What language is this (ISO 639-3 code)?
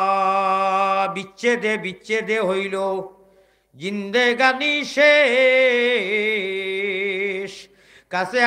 syl